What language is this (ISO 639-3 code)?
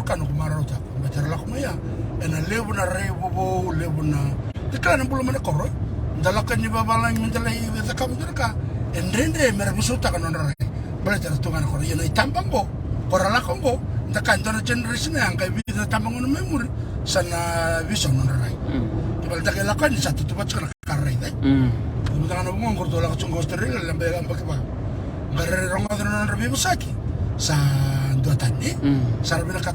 fij